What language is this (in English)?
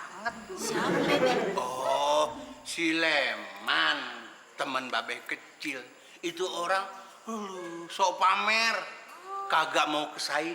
Betawi